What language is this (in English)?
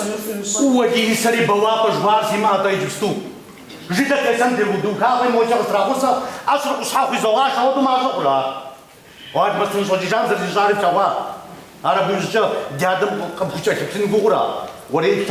Kabardian